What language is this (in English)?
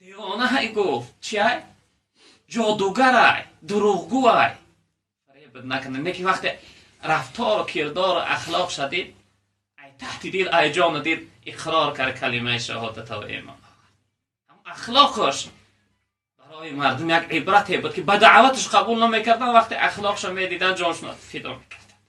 Tajik